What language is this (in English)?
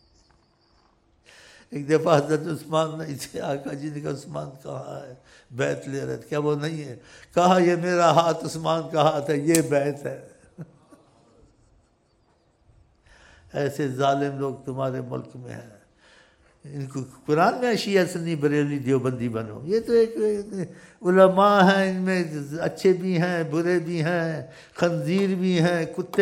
Urdu